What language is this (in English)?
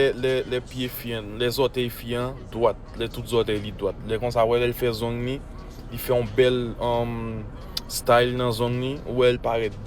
Haitian Creole